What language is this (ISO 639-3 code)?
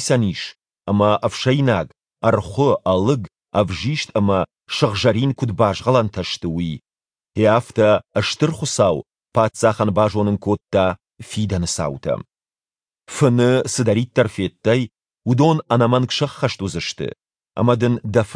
oss